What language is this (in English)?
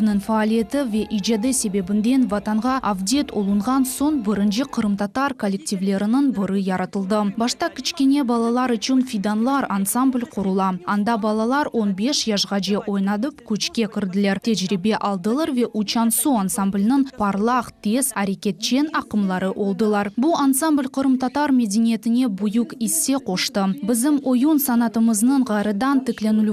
Crimean Tatar